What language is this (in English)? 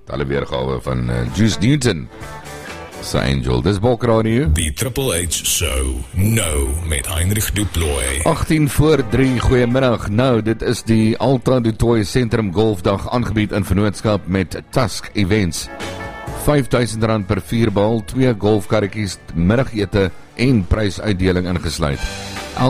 Afrikaans